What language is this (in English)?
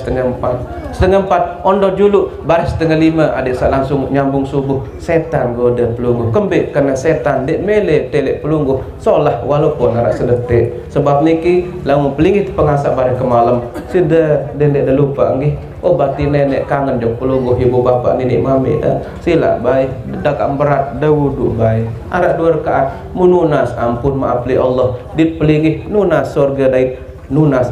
Sasak